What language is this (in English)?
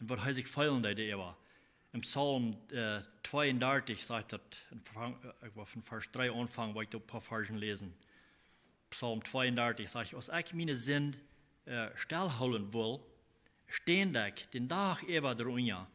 Plautdietsch